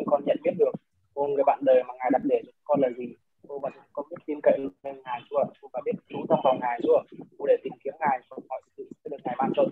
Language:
Vietnamese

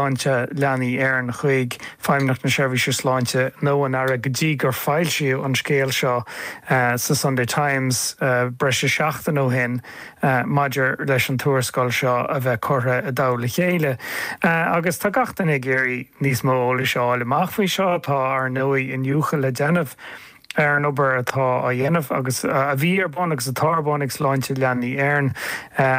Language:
Irish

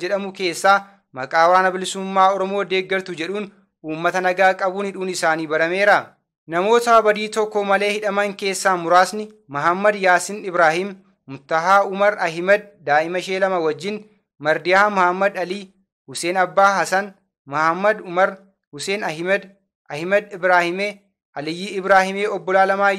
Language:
Oromo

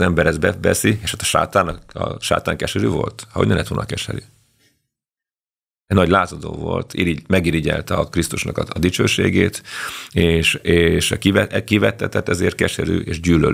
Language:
Hungarian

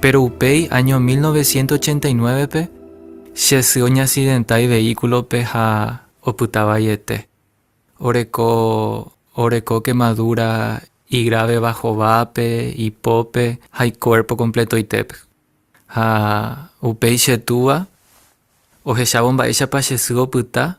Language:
Guarani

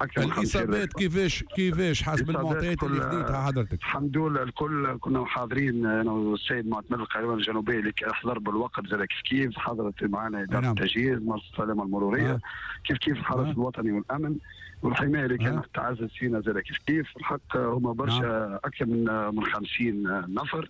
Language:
Tunisian Arabic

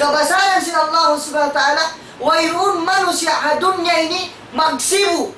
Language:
Tausug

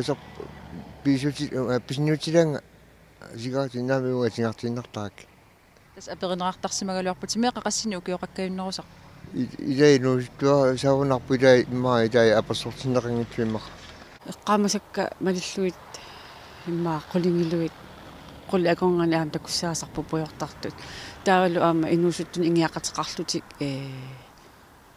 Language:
Kalaallisut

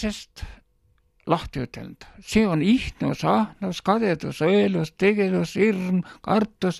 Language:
Estonian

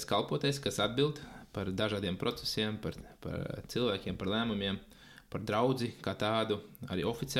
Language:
Latvian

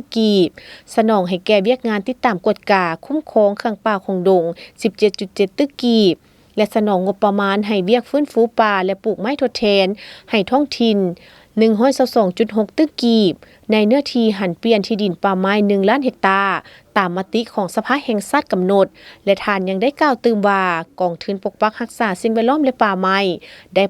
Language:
Lao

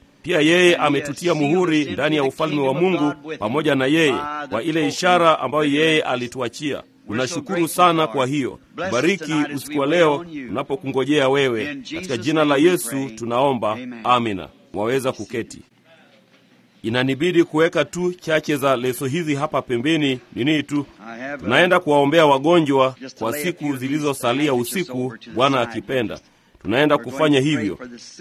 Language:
Swahili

